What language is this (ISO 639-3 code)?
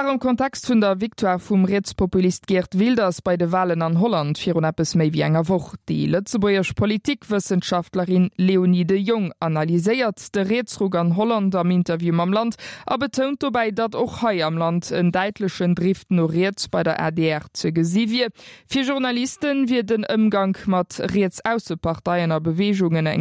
ltz